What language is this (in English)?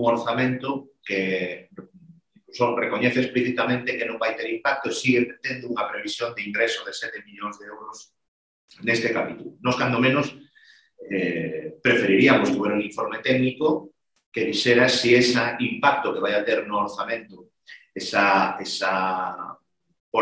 Galician